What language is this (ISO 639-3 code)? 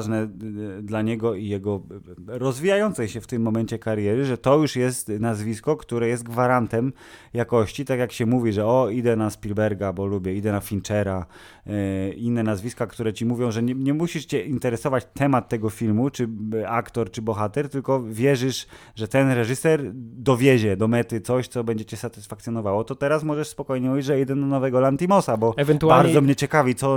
pol